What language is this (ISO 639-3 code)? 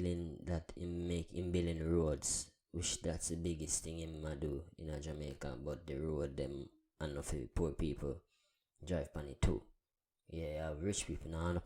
jam